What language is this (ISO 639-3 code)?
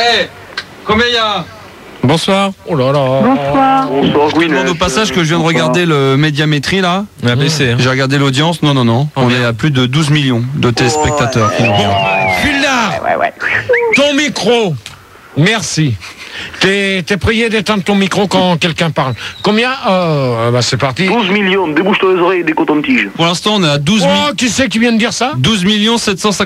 fra